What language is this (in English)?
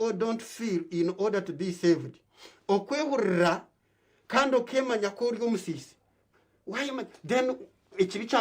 Nyankole